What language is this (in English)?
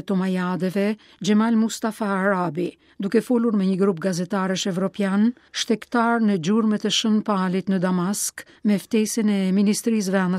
Albanian